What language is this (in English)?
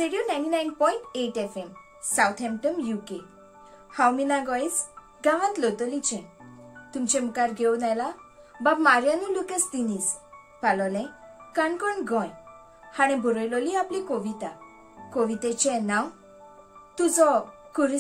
Konkani